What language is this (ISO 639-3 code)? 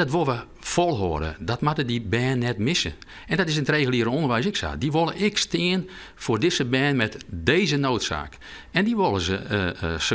fry